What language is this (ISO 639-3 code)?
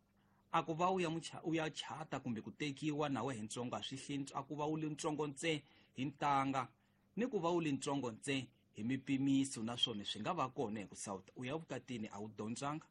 tso